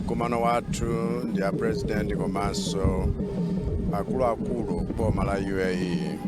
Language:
Nyanja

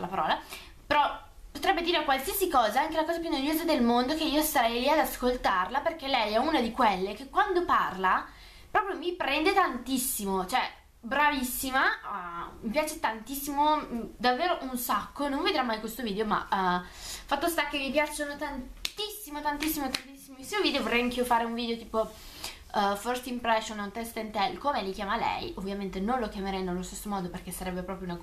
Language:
Italian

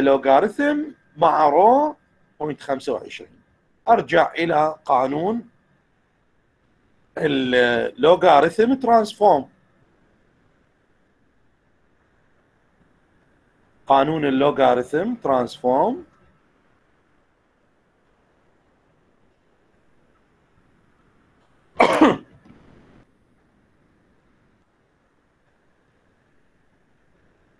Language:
Mesopotamian Arabic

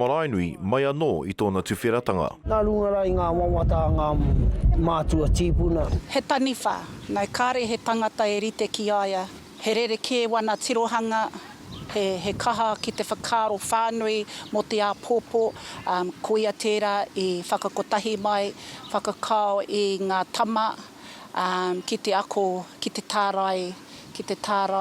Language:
Māori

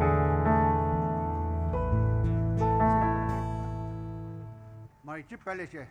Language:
Poumei Naga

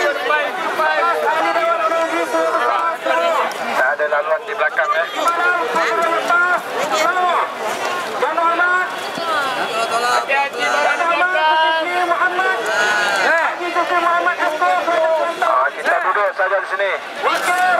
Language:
Malay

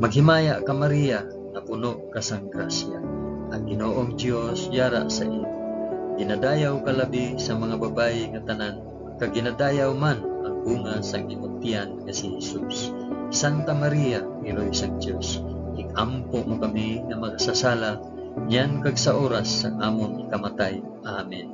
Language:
Hiligaynon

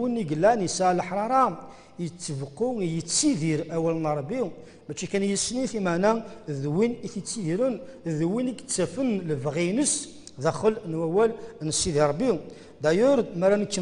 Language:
Kabyle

